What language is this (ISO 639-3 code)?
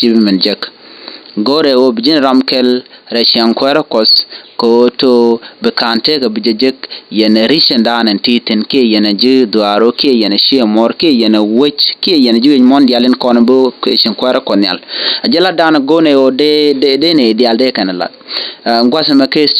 nus